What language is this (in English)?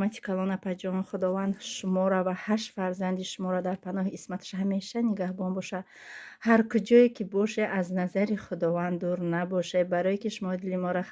Tajik